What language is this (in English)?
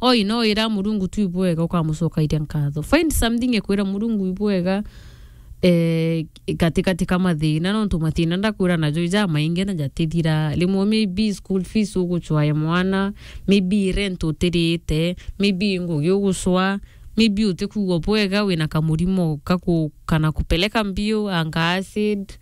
Meru